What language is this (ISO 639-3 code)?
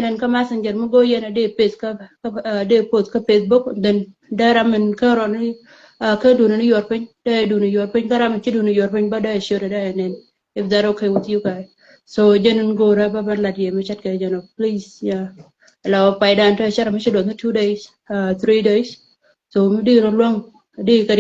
nus